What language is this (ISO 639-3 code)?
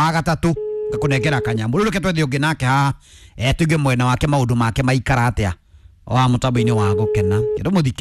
kik